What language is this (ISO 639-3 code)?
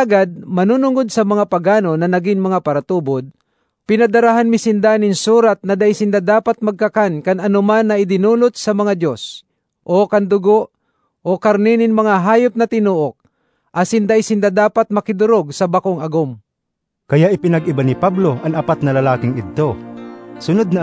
bik